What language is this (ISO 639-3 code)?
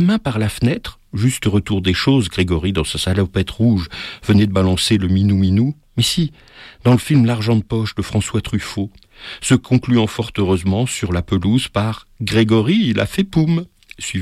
fra